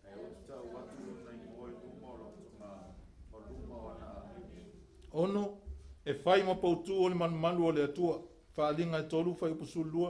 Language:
Samoan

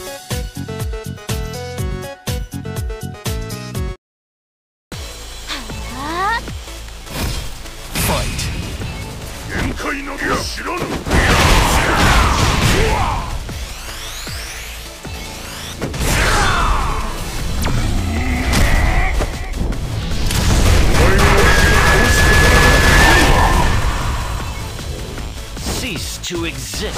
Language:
Japanese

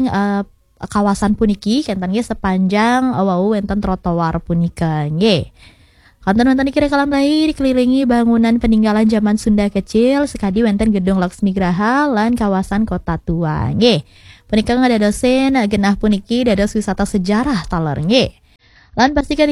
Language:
Balinese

